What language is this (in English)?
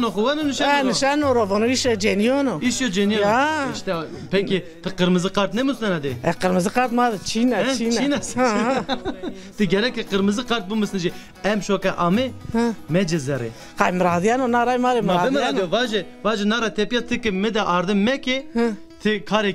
Zaza